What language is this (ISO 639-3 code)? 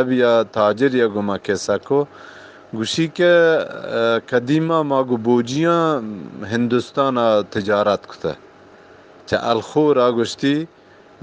bgp